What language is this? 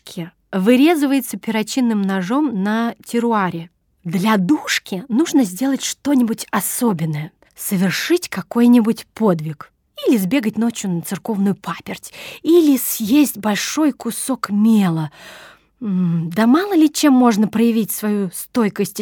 Russian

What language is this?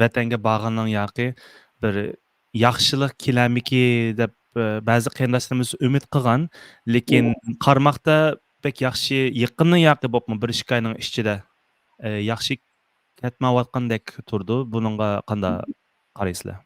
Uyghur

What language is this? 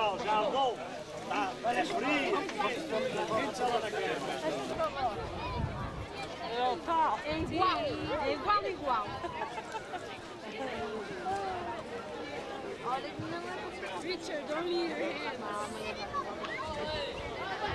Portuguese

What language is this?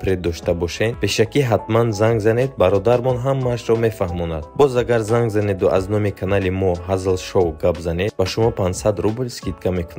Tajik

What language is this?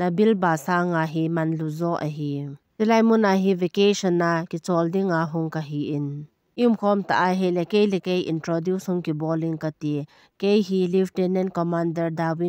Thado Chin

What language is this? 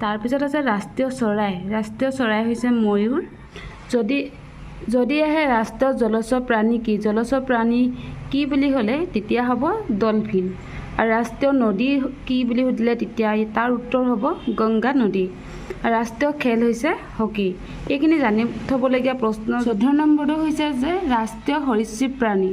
Assamese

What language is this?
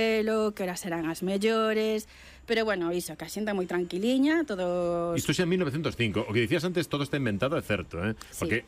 Galician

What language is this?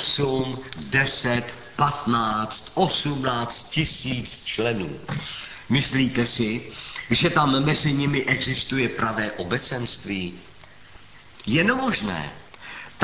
Czech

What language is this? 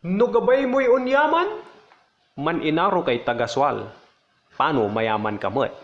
Pangasinan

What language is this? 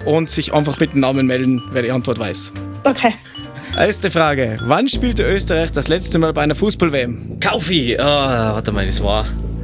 German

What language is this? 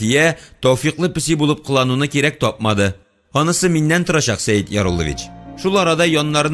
Tatar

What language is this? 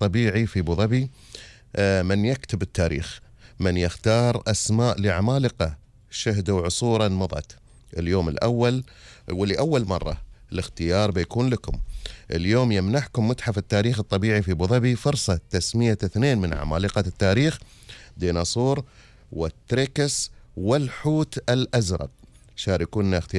Gulf Arabic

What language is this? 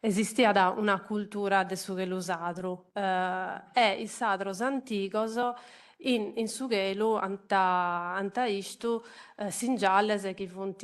Sardinian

